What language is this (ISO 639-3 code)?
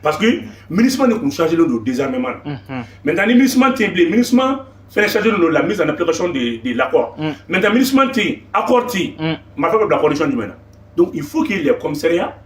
bam